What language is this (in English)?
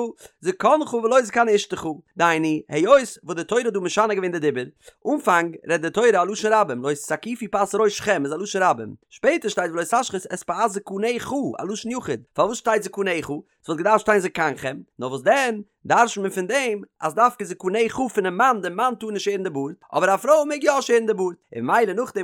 Yiddish